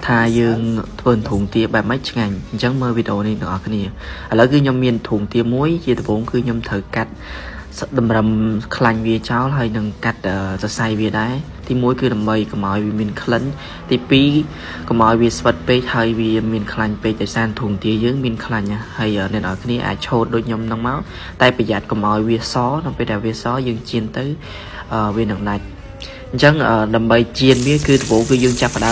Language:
Khmer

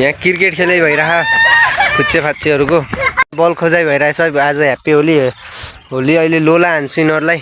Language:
Nepali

